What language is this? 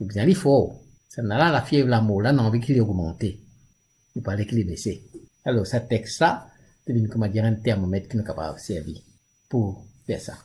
Morisyen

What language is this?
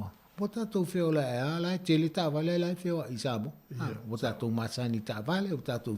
Samoan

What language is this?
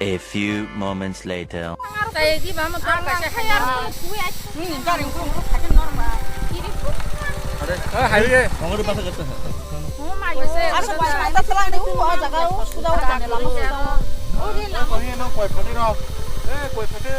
Kok Borok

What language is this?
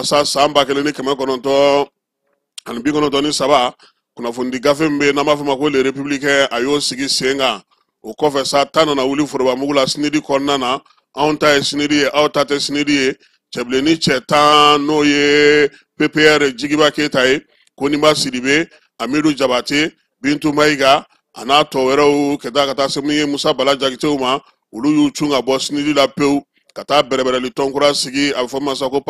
Bambara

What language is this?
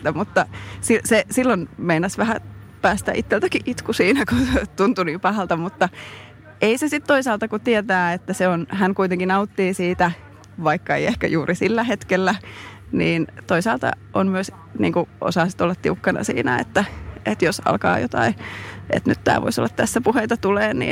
Finnish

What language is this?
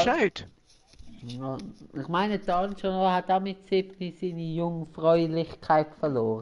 Swiss German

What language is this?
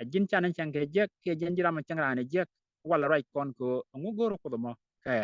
Nuer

